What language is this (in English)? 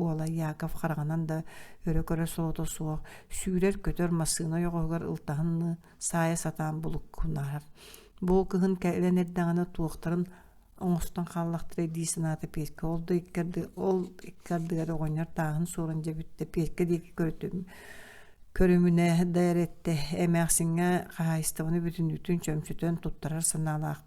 Yakut